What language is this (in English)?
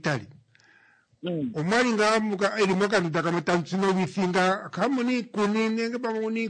Kuanyama